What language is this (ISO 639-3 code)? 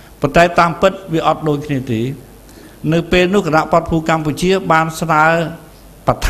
khm